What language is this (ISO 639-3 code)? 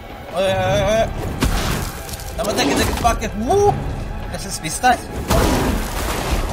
nor